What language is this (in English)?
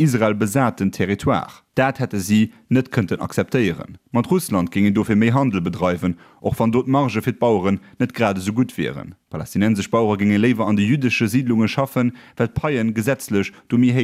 Luxembourgish